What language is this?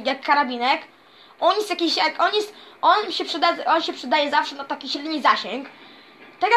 Polish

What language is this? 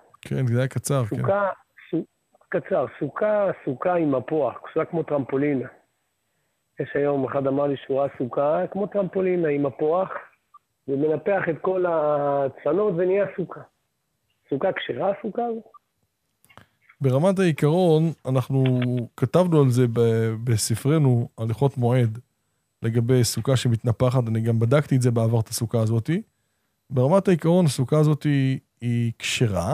Hebrew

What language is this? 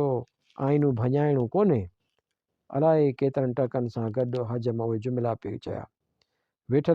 Sindhi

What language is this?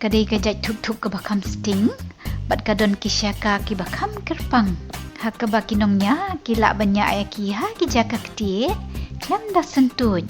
Khasi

